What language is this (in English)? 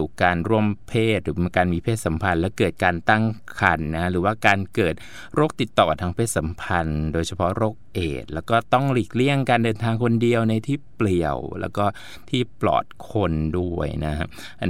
Thai